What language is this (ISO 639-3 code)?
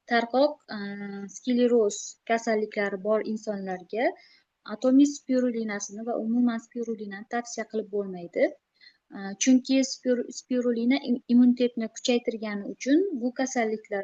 uzb